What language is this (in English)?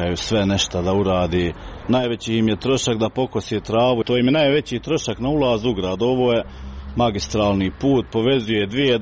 Croatian